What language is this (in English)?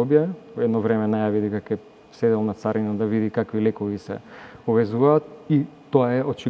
Macedonian